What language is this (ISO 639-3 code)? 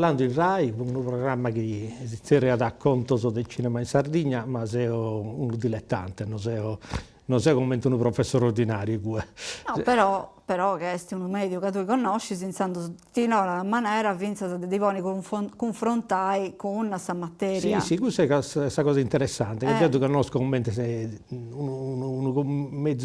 srd